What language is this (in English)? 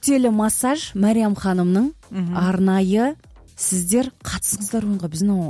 Kyrgyz